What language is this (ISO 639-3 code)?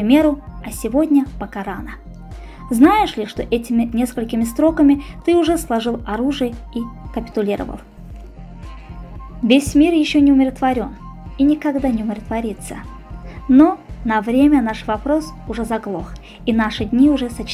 rus